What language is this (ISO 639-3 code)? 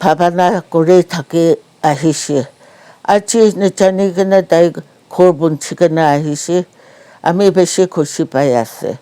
nag